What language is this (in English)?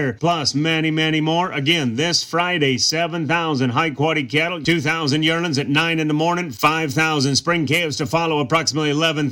English